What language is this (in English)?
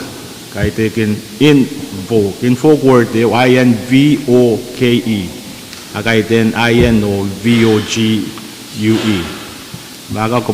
Pohnpeian